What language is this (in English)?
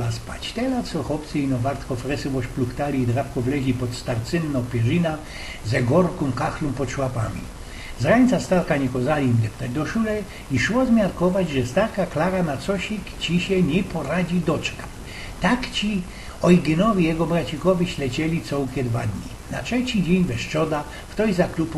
Silesian